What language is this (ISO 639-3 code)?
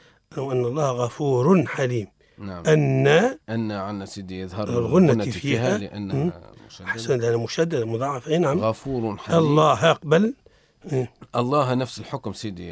ara